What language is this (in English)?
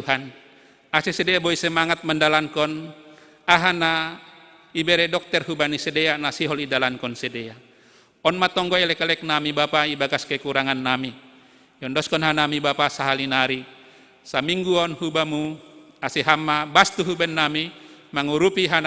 Batak Simalungun